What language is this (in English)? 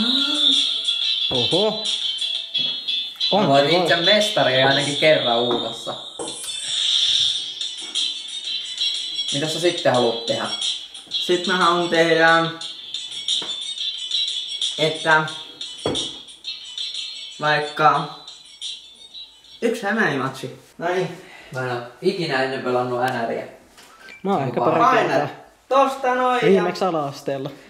Finnish